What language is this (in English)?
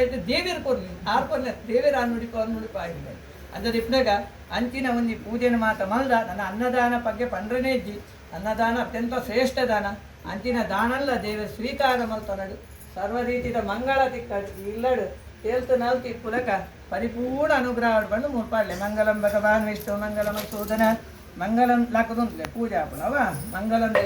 Tulu